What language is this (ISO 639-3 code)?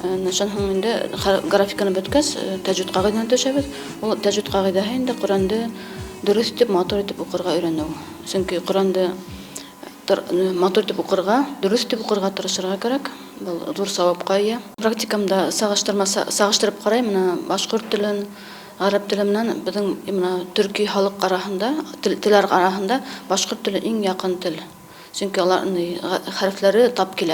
bak